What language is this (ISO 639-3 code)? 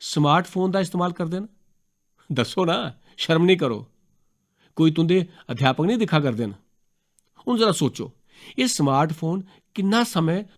doi